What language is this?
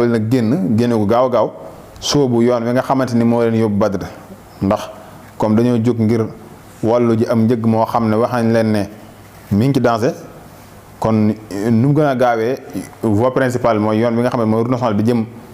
Wolof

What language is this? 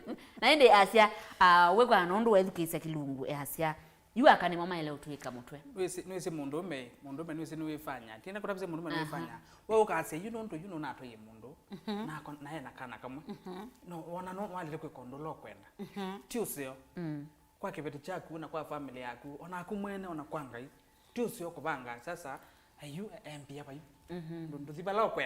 Kamba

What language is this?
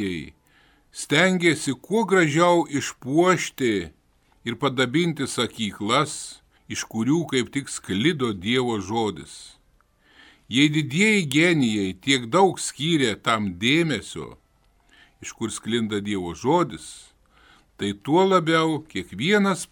Lithuanian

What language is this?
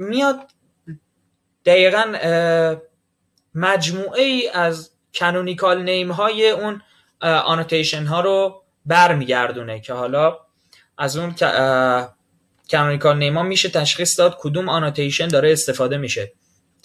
Persian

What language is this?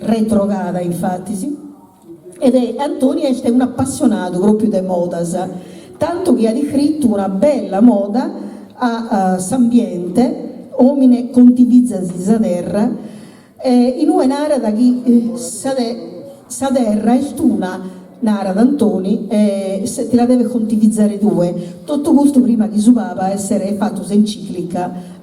Sardinian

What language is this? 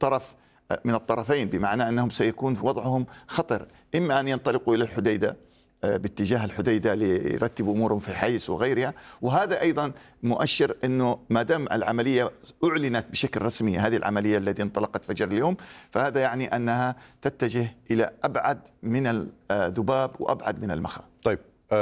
Arabic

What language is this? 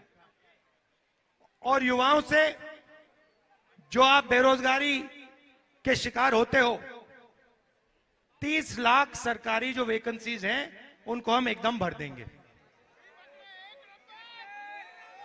Hindi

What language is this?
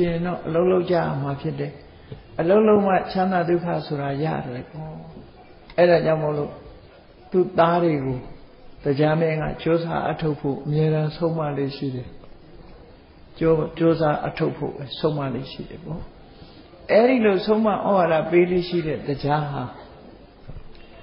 Burmese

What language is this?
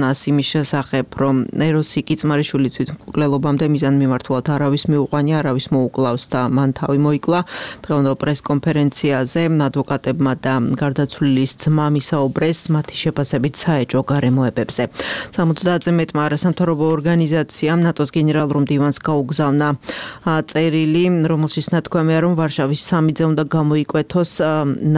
Georgian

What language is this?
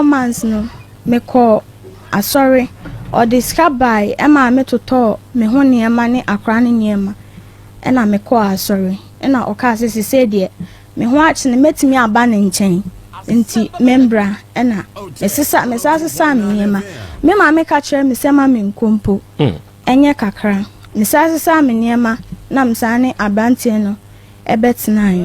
Akan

